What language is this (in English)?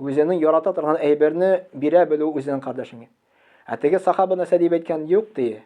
Tatar